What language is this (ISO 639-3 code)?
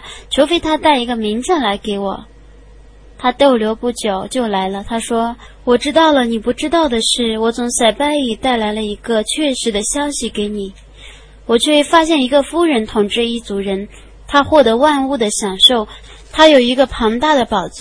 zho